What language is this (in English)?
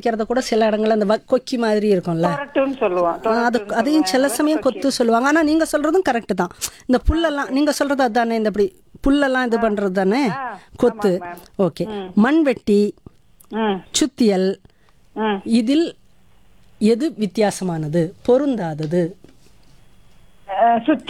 Tamil